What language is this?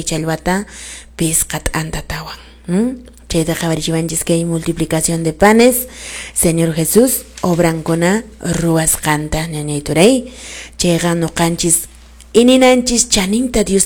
Quechua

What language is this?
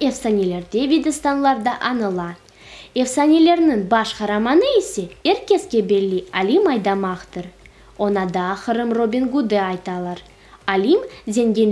Crimean Tatar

